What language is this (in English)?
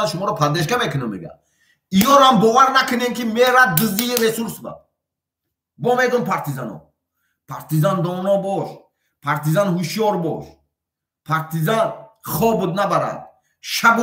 Tajik